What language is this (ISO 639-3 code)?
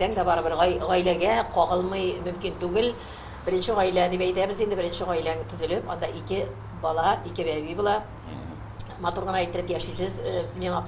tat